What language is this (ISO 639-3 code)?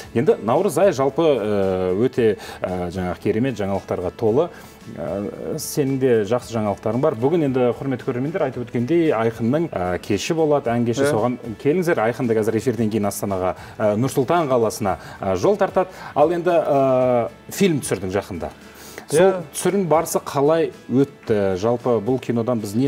kaz